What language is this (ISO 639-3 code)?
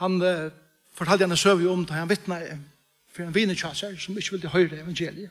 fao